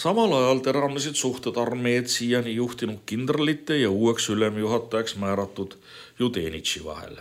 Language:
Estonian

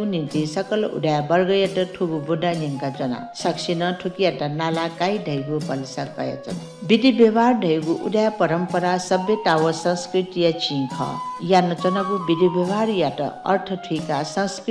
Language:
Newari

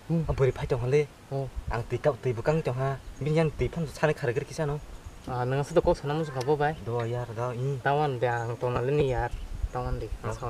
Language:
Kok Borok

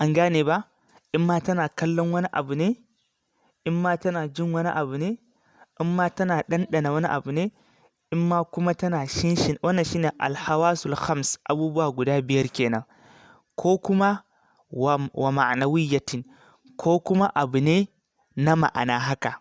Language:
Hausa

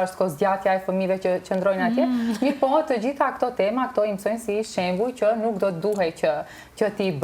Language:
Albanian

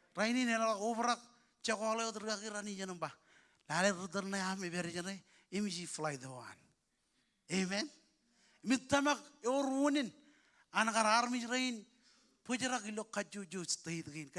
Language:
Marshallese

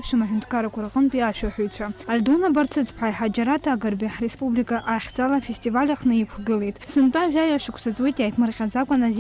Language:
Abkhazian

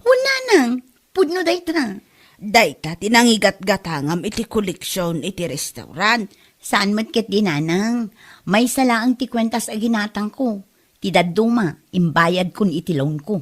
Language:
Iloko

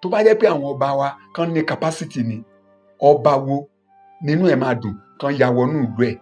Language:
Yoruba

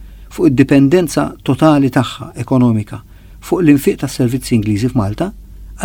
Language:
Maltese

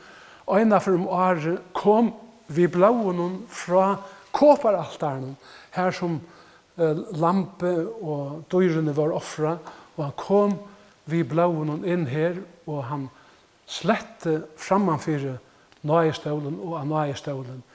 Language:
Faroese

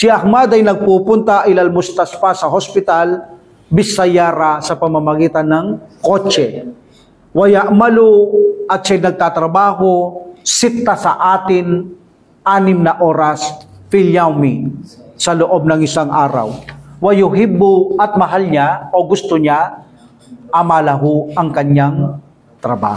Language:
Filipino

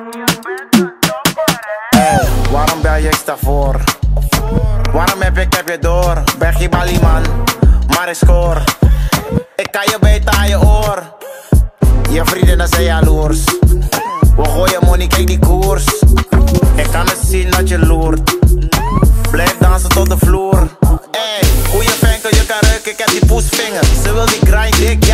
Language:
Dutch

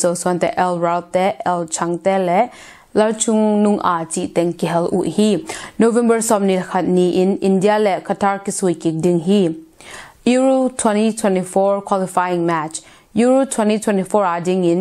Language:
Tedim Chin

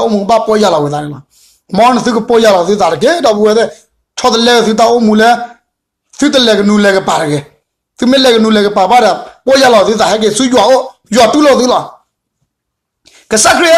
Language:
S'gaw Karen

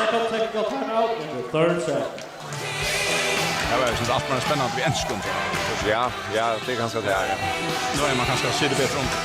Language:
Faroese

